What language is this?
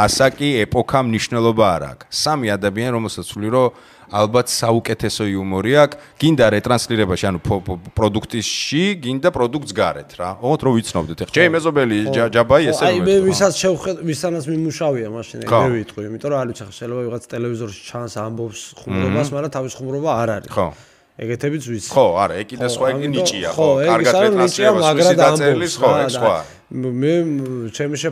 Georgian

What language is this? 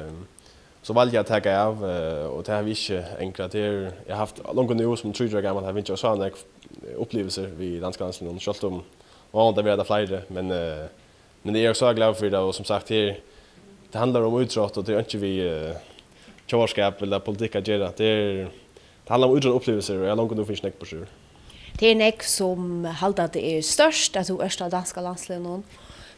Faroese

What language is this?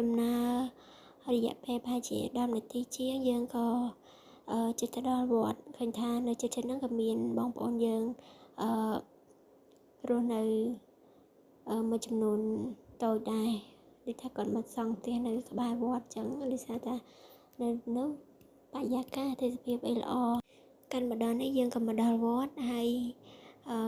Khmer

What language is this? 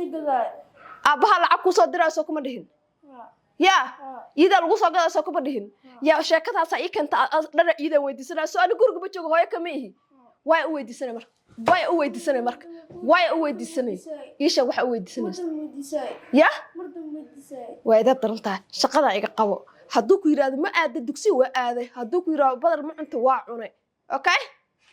Somali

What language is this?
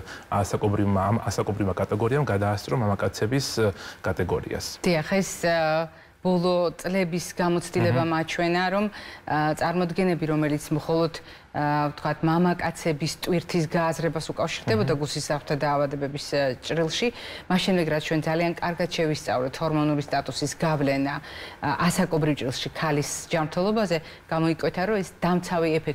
Georgian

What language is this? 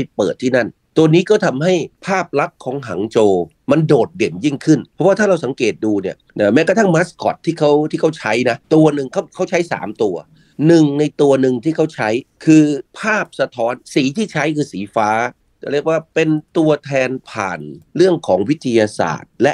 Thai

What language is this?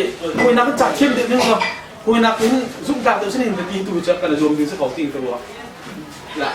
Hakha Chin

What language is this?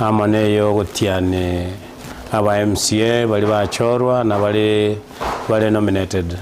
Gusii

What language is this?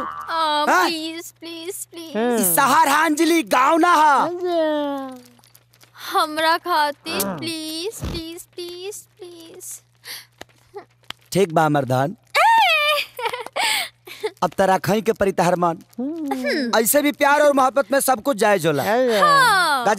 Bhojpuri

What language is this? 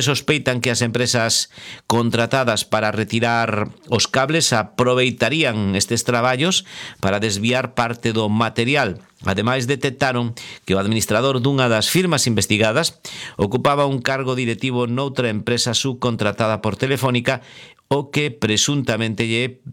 Galician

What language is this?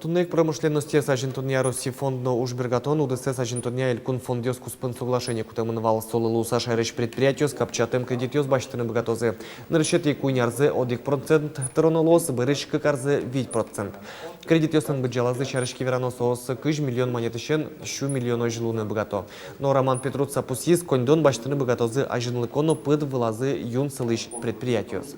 Udmurt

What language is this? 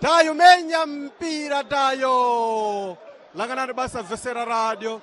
Sena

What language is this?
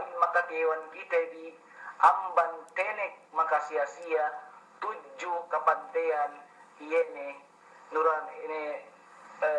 Yakan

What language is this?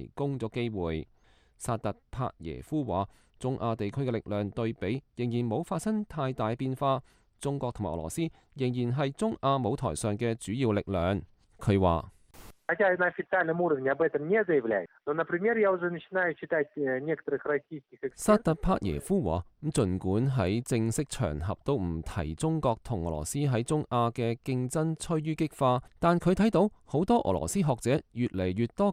Cantonese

